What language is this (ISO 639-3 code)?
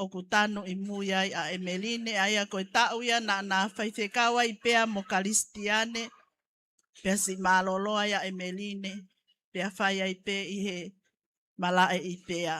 ton